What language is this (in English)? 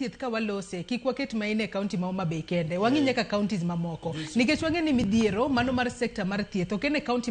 Luo (Kenya and Tanzania)